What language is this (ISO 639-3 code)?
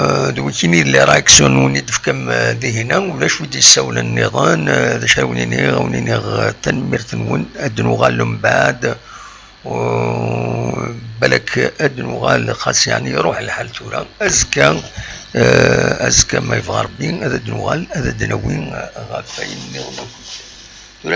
kab